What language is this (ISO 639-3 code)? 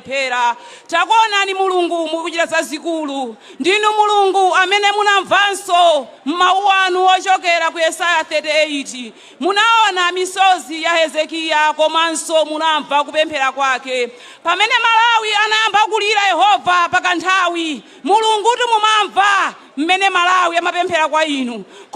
nya